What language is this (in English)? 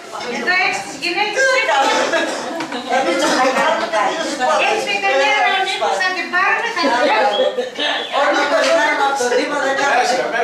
Greek